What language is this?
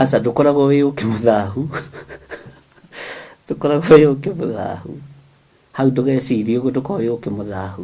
Kikuyu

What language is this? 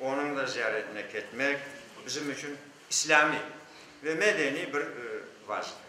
Crimean Tatar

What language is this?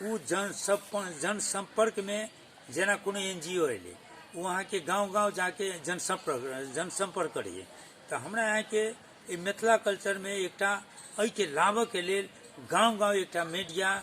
Maithili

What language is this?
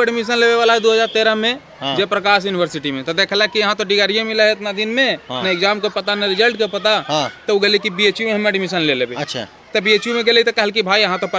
Magahi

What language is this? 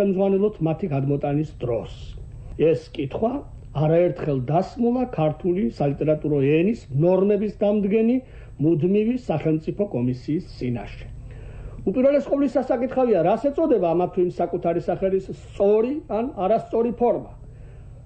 Georgian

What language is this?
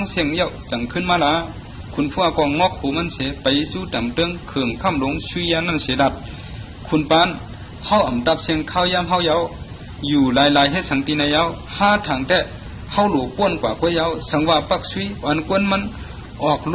Shan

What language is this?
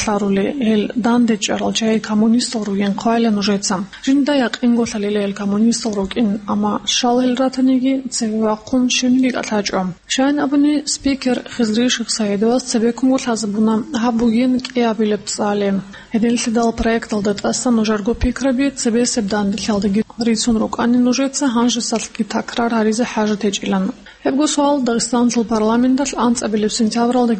Avaric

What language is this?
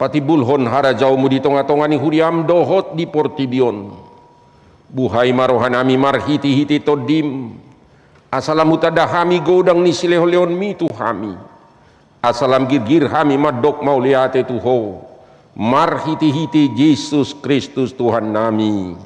Batak Toba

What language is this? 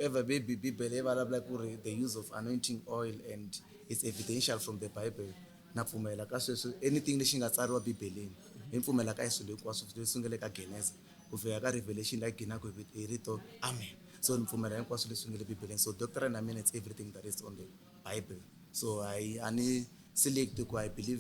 Tsonga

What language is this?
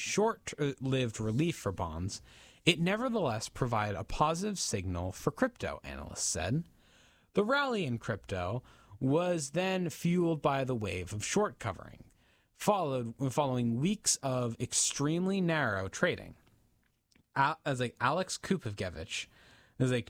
English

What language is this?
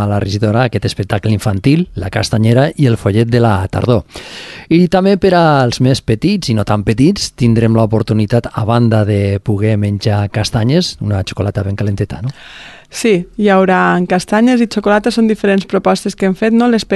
Catalan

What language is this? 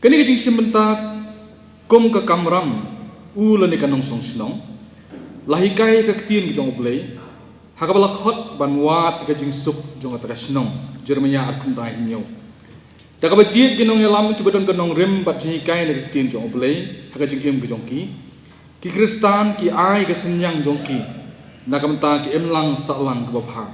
Khasi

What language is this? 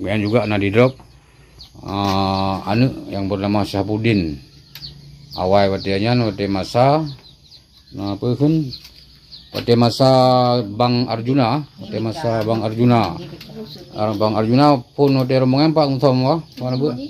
Achinese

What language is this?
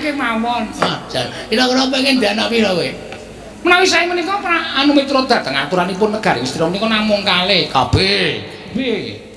Javanese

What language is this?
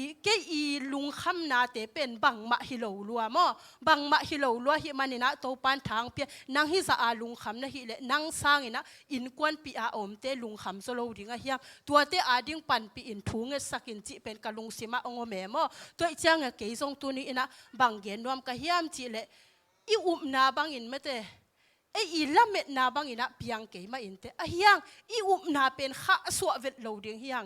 Tedim Chin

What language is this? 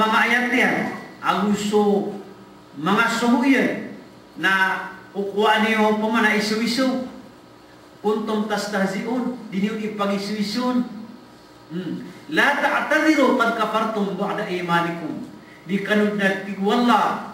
Maranao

